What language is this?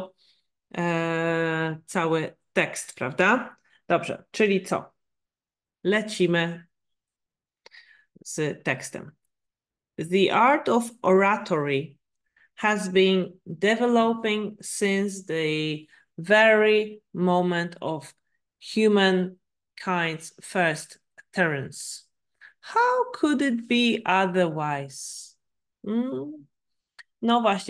Polish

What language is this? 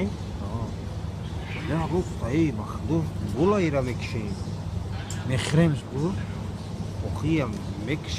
Tajik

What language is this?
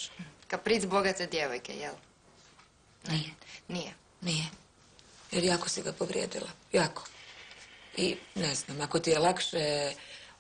Croatian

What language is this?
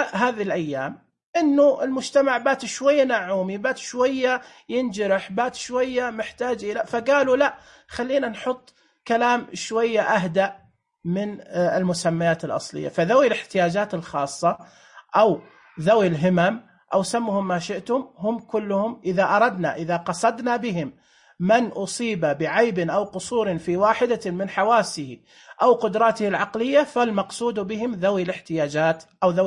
Najdi Arabic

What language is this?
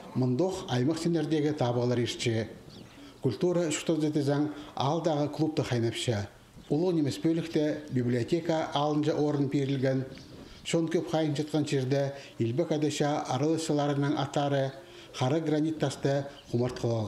Khakas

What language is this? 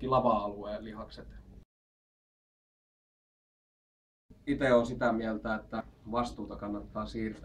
Finnish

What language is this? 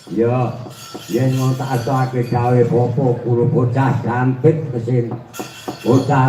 Javanese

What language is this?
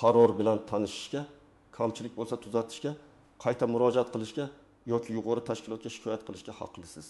Uzbek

